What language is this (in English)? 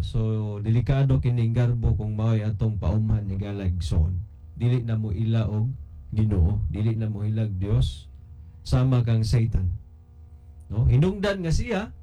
Cebuano